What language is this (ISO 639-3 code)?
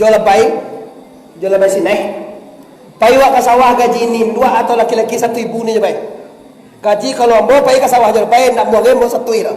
min